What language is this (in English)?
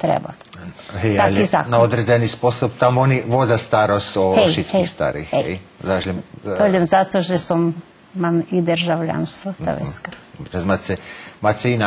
Rusyn